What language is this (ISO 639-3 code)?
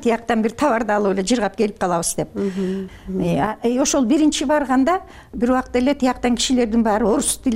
kir